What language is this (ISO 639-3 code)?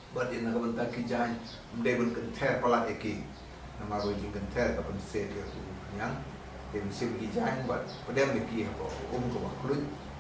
kha